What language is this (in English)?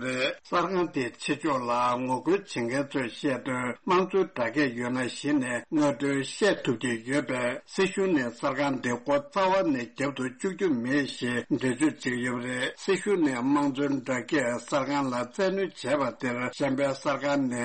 Tibetan